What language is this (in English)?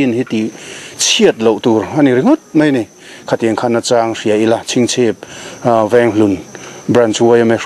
Mizo